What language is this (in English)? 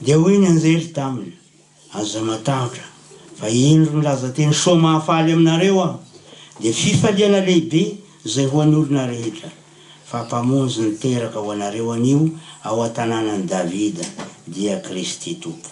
Malagasy